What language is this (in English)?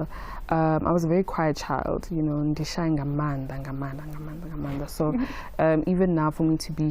Venda